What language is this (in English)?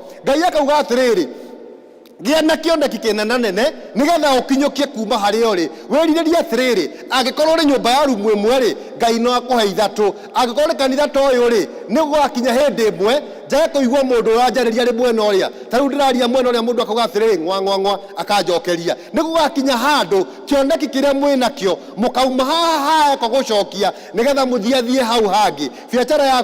Kikuyu